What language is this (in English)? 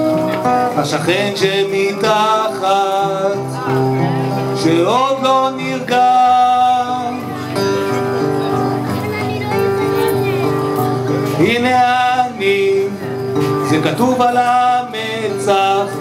Hebrew